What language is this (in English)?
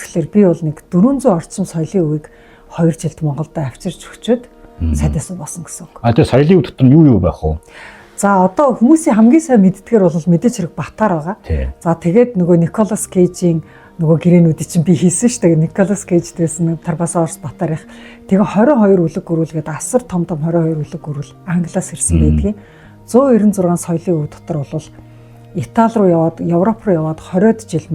Mongolian